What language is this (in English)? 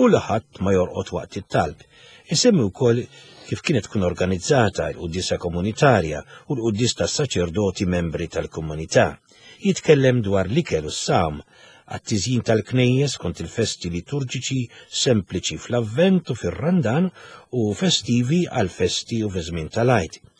Maltese